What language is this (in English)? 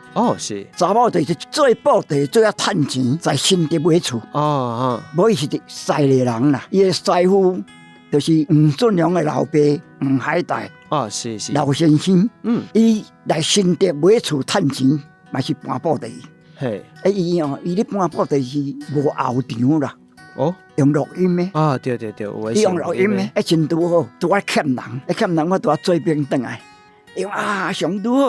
Min Nan Chinese